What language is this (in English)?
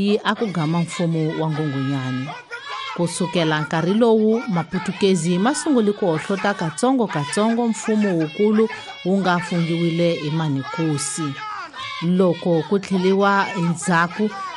Tsonga